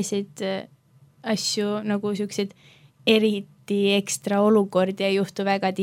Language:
Estonian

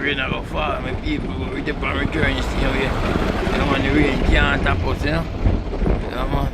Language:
Jamaican Creole English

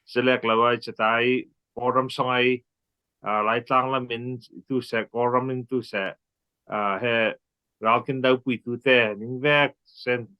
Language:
Falam Chin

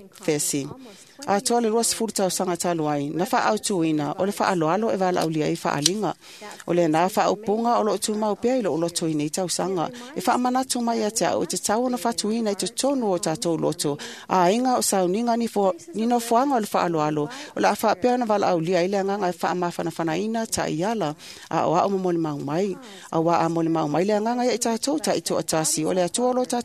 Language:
Samoan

